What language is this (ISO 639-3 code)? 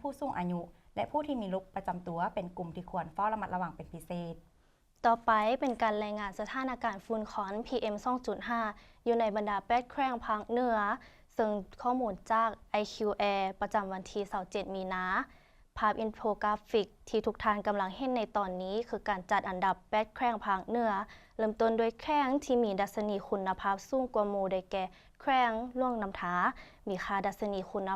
lao